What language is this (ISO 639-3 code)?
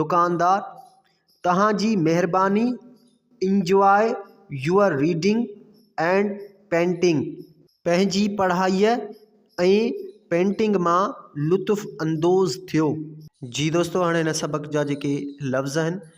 snd